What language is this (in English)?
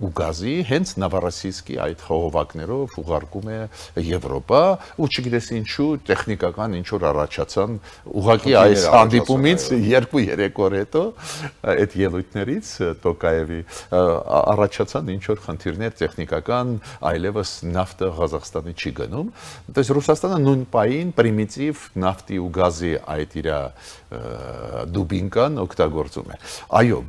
Armenian